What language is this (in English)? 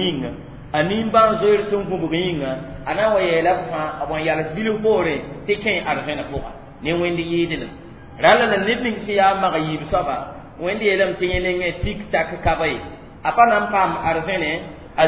Mossi